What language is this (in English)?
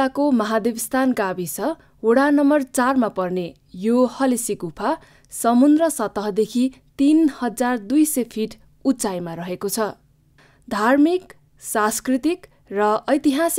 Nepali